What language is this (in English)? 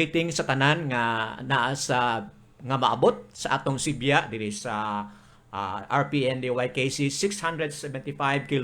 Cebuano